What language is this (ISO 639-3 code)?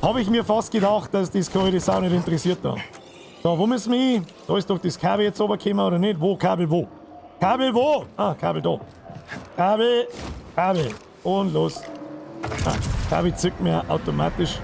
bar